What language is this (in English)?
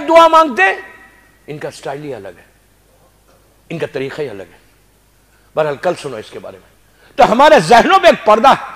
Urdu